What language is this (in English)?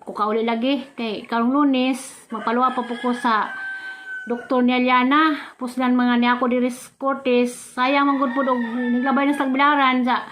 Cebuano